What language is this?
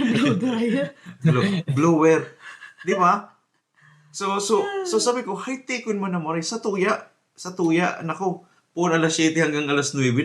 Bikol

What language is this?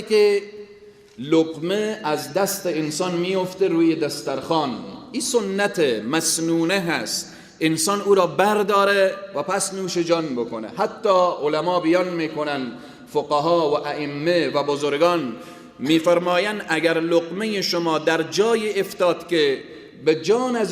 Persian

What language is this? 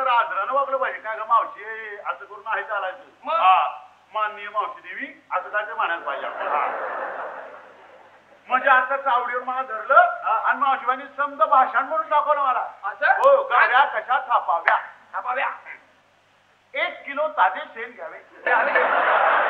Marathi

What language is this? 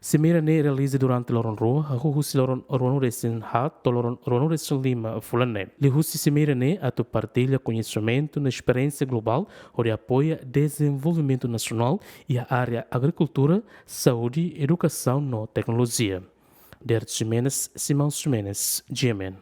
Tetum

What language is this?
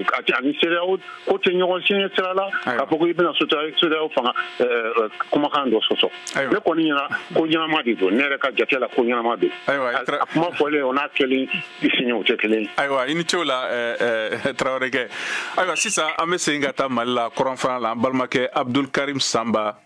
Bambara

